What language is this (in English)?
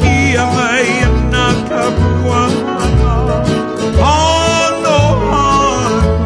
Hawaiian